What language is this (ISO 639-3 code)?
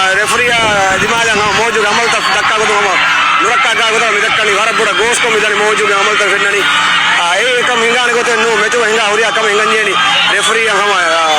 div